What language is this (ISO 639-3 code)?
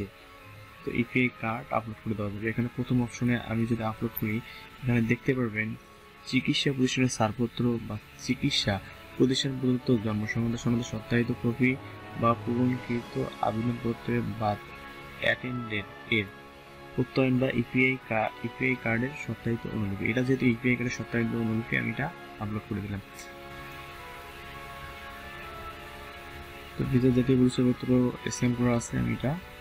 ben